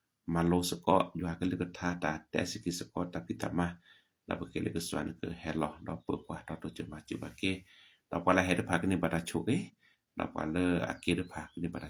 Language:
S'gaw Karen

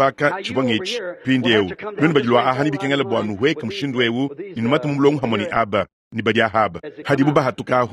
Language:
Luba-Lulua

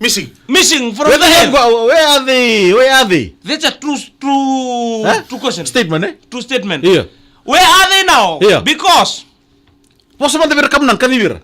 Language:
Fijian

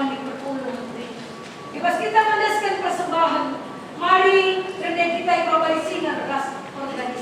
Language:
Batak Karo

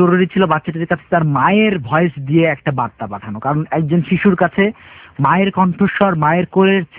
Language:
Bangla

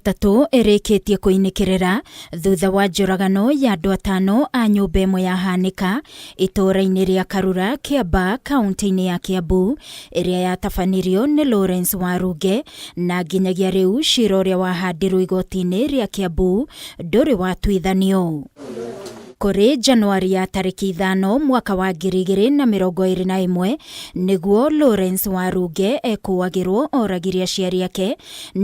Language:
Kikuyu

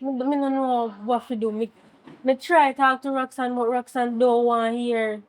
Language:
Jamaican Creole English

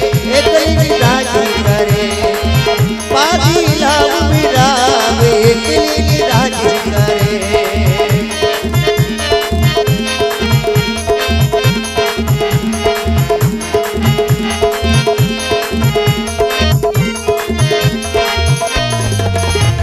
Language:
Hindi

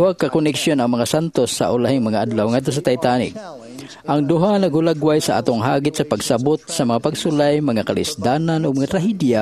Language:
Cebuano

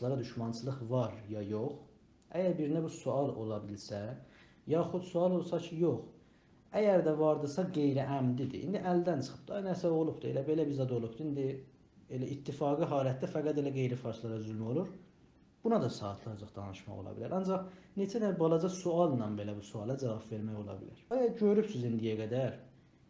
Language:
South Azerbaijani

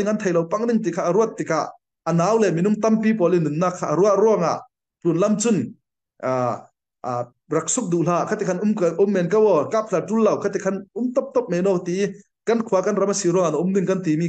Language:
Falam Chin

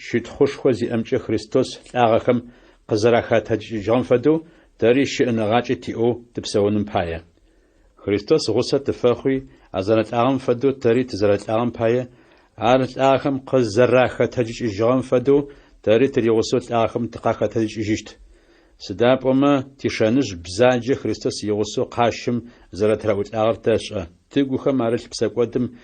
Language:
Adyghe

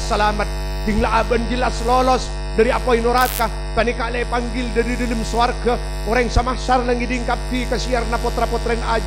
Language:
Madurese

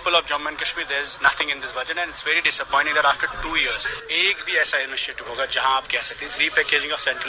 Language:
Gujari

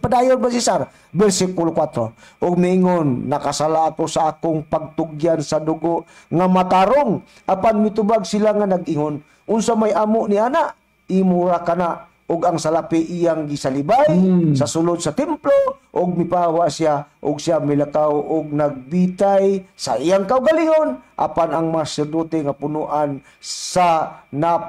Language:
Cebuano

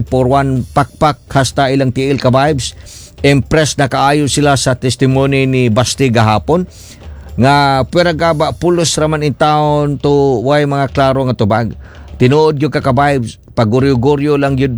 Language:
Cebuano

